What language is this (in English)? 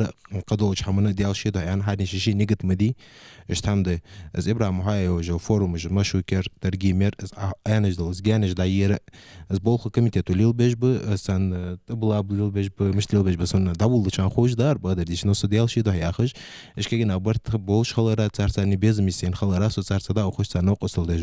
Ingush